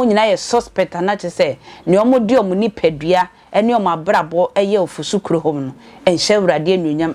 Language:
Akan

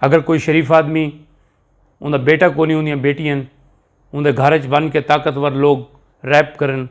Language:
Saraiki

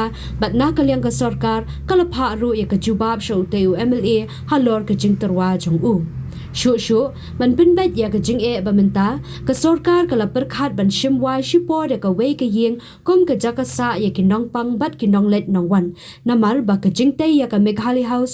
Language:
Khasi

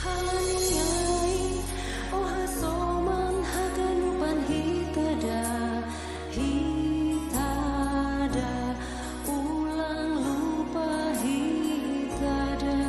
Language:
Batak Simalungun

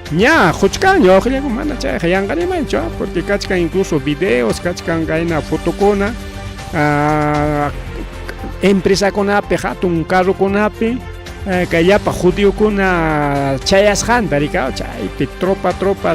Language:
Ayacucho Quechua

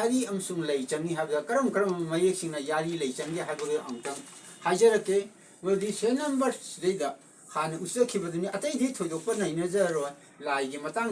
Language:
Manipuri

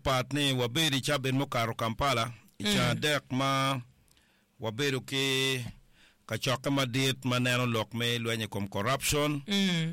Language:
Acoli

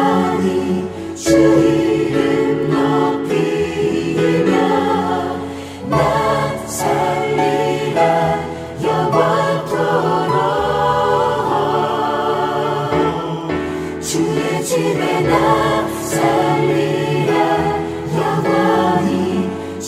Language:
Korean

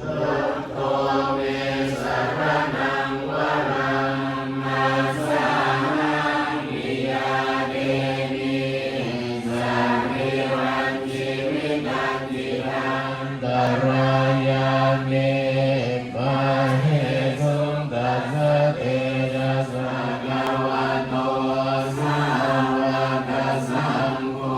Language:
Pali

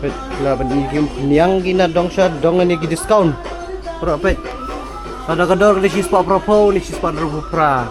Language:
Khasi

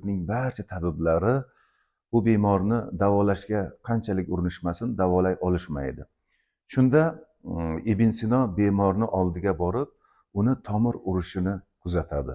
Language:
Uzbek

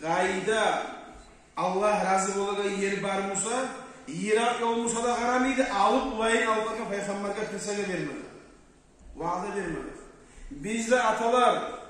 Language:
Kumyk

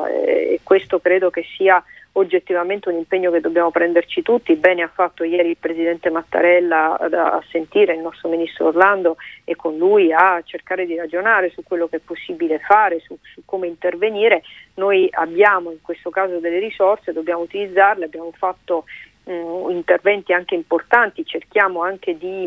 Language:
Italian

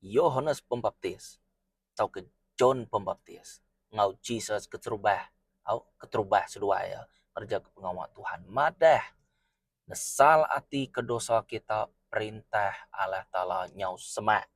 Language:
Iban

